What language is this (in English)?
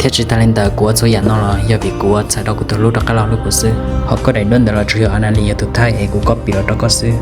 Hmong